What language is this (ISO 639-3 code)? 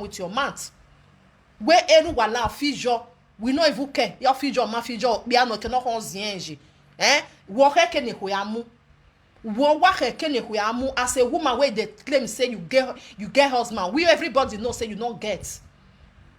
pcm